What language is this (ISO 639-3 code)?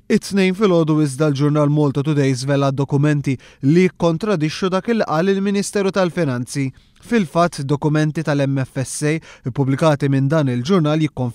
mlt